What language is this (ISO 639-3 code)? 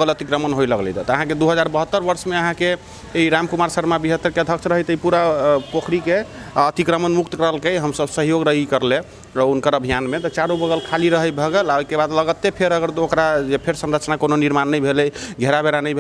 mai